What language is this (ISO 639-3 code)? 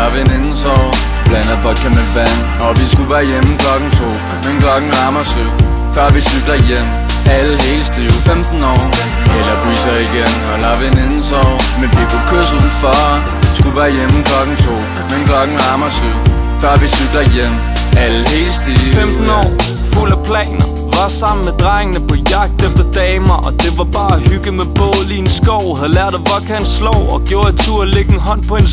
dan